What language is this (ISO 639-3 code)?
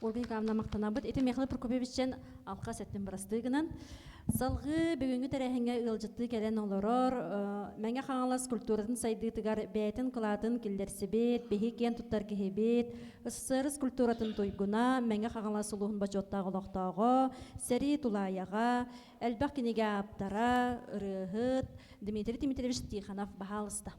sah